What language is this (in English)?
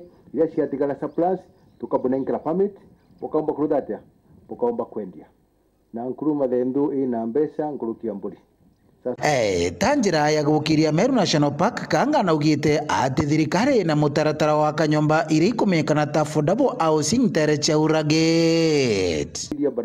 Meru